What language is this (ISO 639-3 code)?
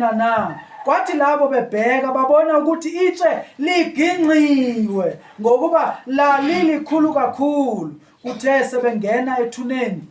zul